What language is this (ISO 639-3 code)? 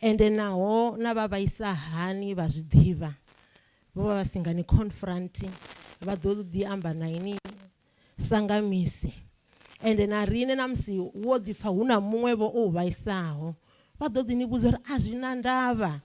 ven